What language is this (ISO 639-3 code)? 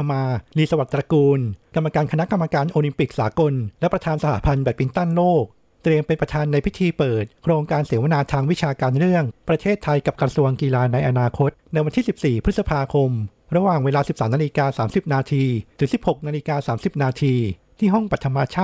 tha